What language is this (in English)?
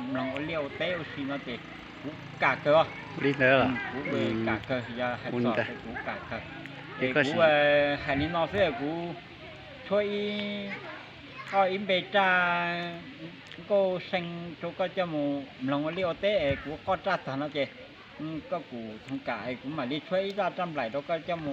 Hmong